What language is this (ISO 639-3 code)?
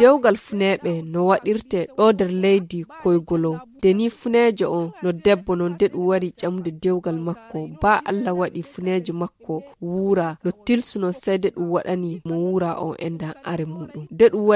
fuv